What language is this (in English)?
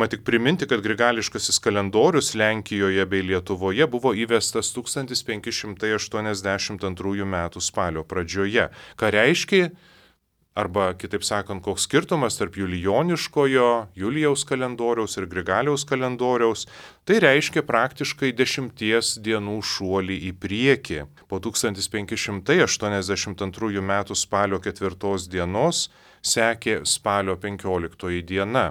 Lithuanian